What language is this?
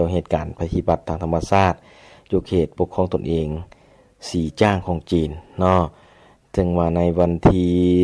Lao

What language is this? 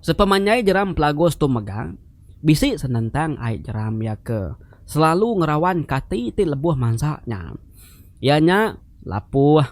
Iban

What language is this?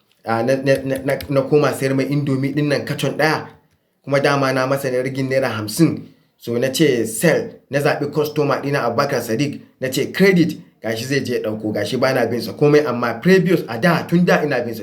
Hausa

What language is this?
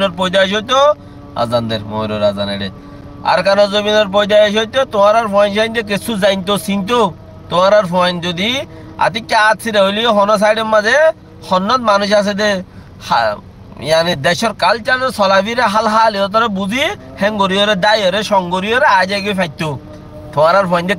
Rohingya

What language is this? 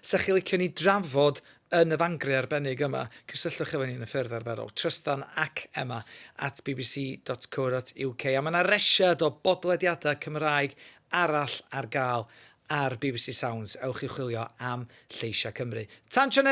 Welsh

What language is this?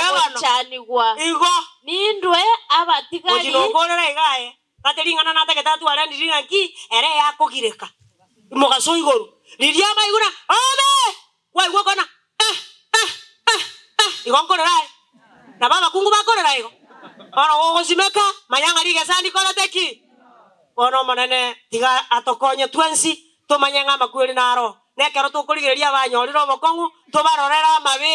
Gusii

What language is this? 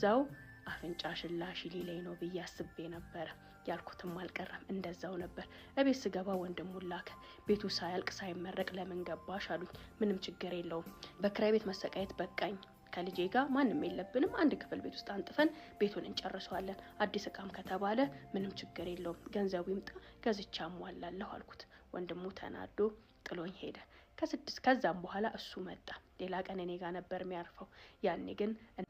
Amharic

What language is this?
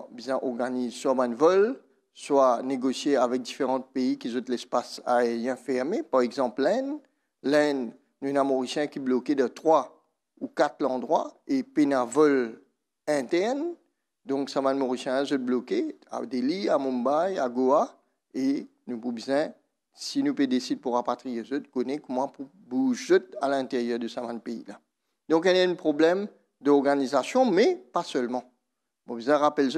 Morisyen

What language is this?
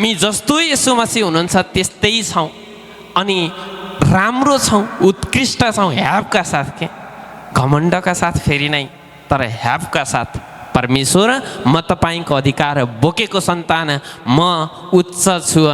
Nepali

